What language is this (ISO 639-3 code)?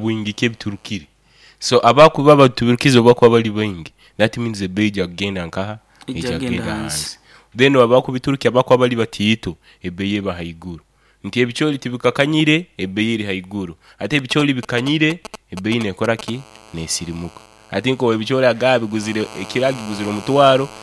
nyo